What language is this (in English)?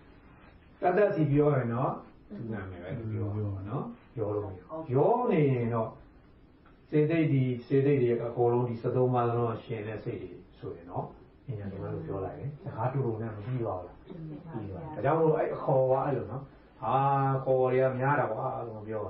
Burmese